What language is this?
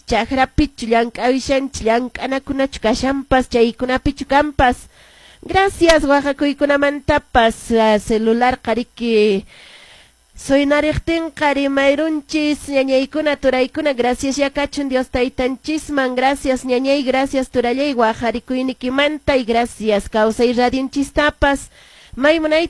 Quechua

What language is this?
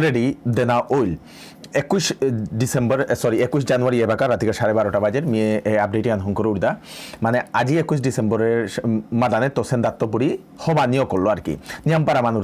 Bishnupriya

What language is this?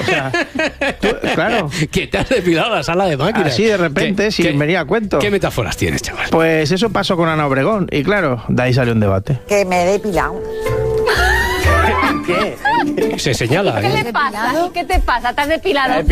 Spanish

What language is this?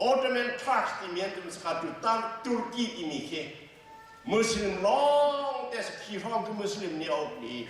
Hakha Chin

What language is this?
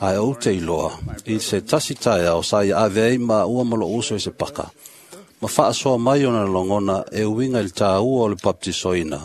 Samoan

